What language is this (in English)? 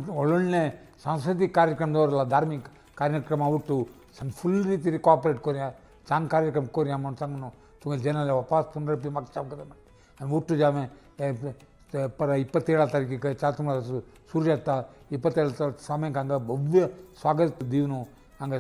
Konkani